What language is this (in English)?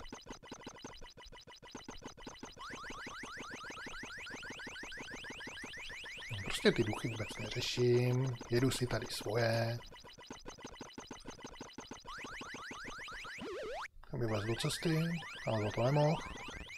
Czech